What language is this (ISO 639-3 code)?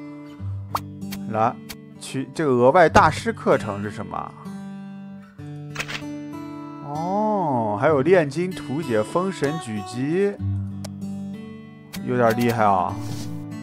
zho